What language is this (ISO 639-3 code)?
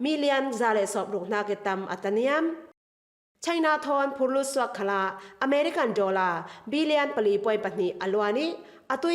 cfm